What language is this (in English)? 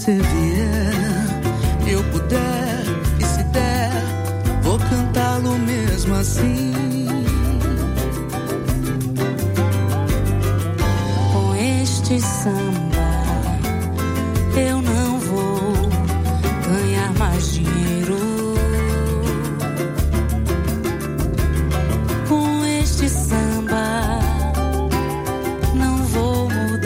Portuguese